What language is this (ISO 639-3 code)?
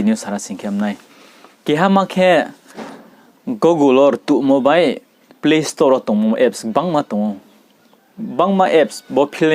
ria